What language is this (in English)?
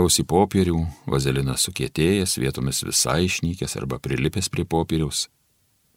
Lithuanian